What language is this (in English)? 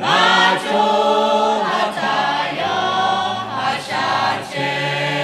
Lahu